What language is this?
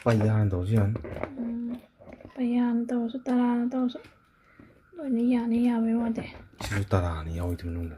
Manipuri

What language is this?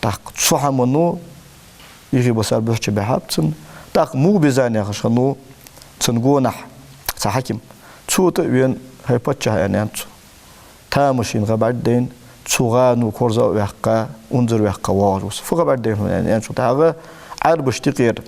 Ingush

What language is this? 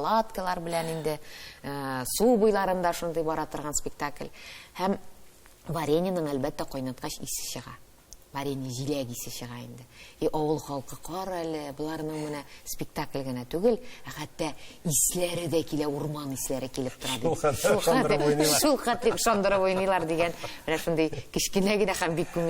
Tatar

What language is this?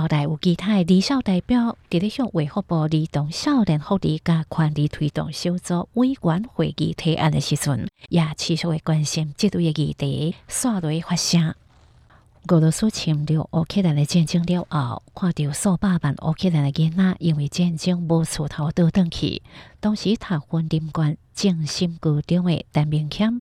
Hakka Chinese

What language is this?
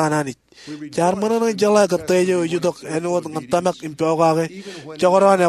Marshallese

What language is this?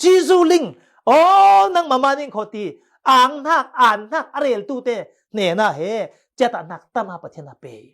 Falam Chin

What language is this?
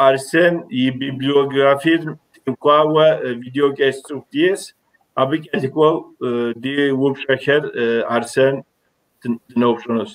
Kabardian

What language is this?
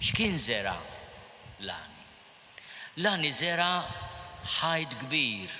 Maltese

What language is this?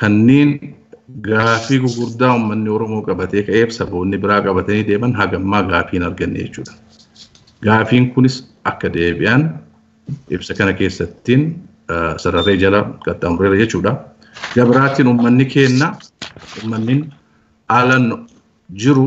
Oromo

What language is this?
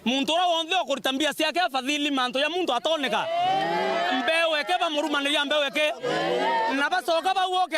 Meru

